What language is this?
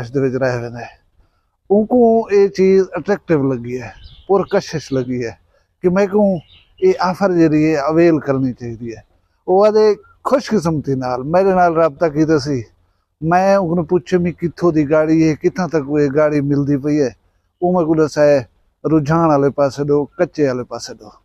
Saraiki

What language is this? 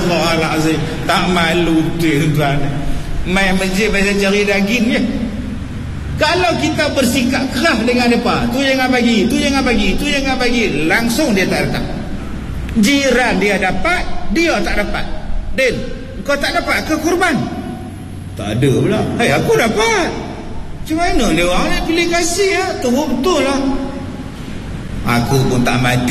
Malay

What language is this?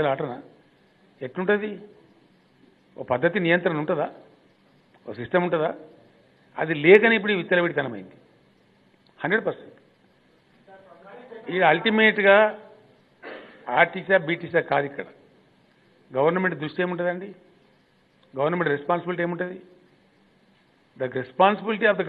Telugu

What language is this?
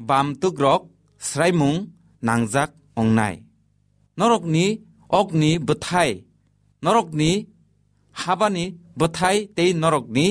Kok Borok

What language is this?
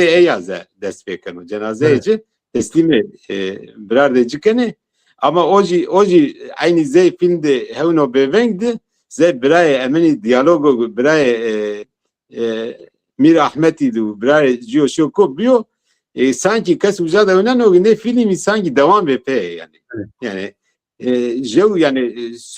Zaza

